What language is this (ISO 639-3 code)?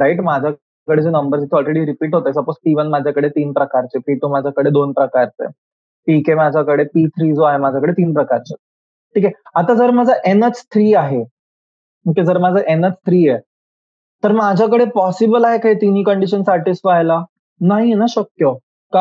mar